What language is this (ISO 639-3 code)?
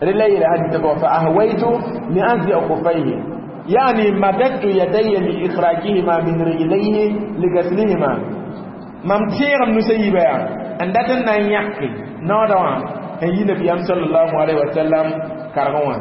mos